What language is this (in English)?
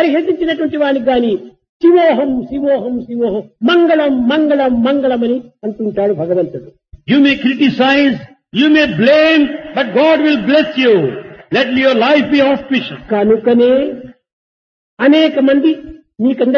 Telugu